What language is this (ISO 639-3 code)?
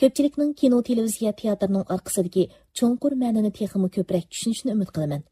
uig